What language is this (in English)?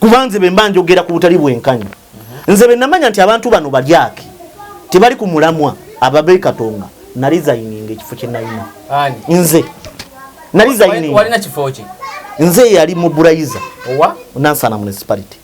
Ganda